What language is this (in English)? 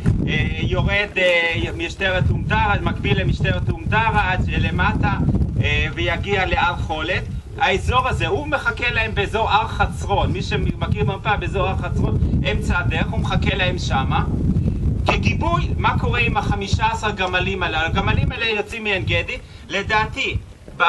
Hebrew